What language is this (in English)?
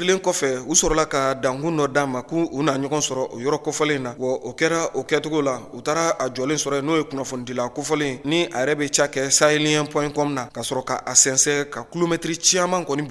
Bambara